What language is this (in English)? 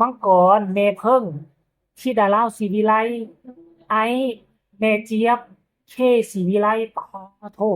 Northeastern Thai